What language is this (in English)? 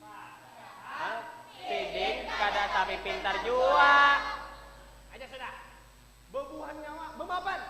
Banjar